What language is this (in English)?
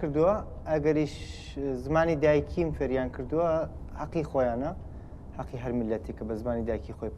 Kurdish